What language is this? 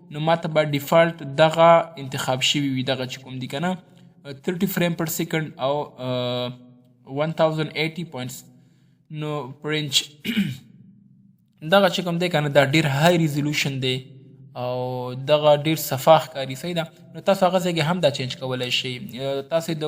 Pashto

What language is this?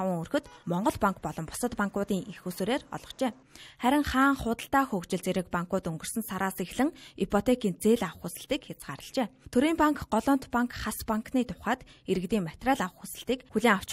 Mongolian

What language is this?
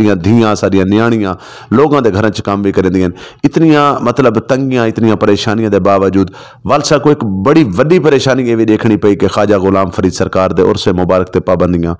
Saraiki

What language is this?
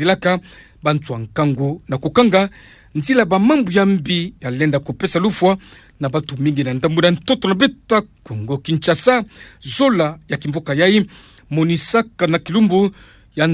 Kituba (Democratic Republic of Congo)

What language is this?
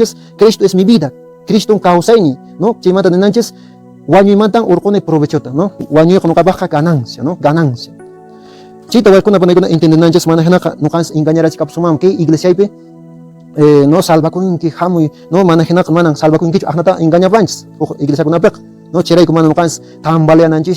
Quechua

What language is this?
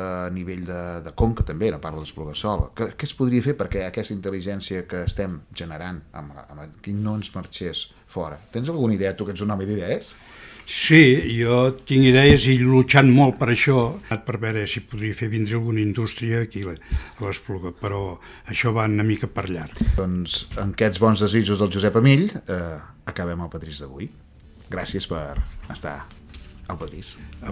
Catalan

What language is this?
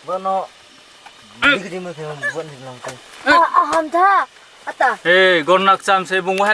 Riang (India)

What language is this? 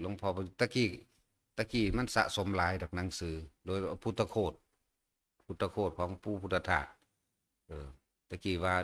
Northeastern Thai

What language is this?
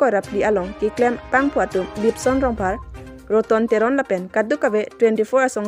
Karbi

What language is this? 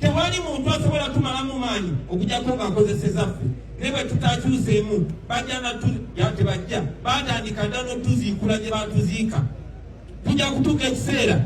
Ganda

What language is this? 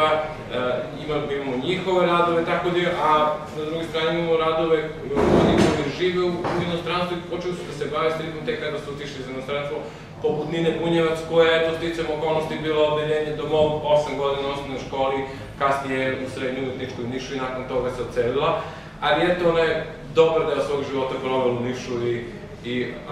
Serbian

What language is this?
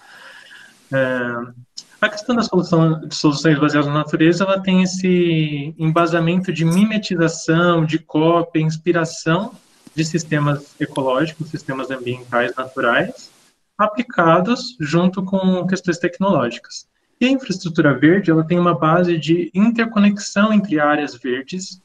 Portuguese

